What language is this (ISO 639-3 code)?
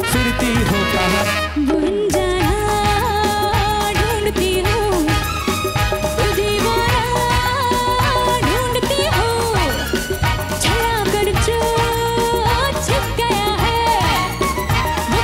hin